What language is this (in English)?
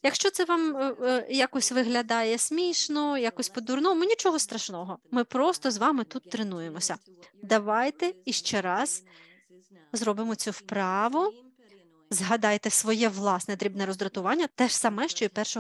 Ukrainian